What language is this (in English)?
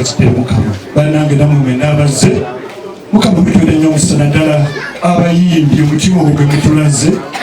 Ganda